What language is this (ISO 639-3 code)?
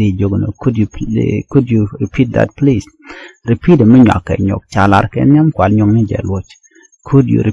nus